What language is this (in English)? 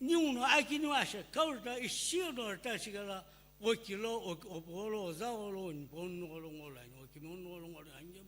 Sumi Naga